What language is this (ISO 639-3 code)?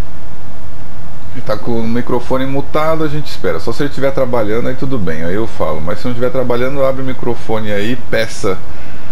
por